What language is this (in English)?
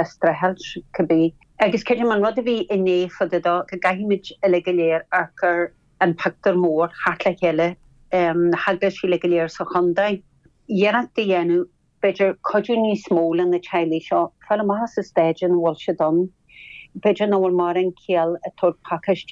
Irish